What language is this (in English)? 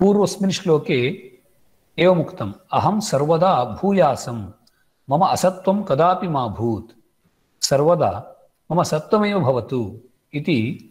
Sanskrit